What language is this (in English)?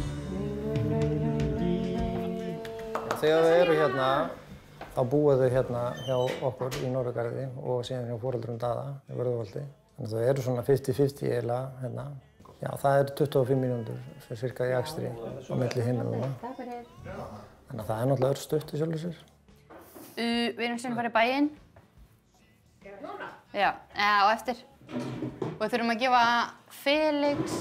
Icelandic